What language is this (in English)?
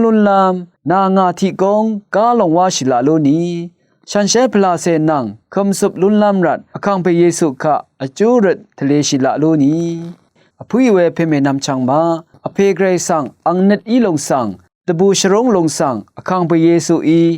Rawang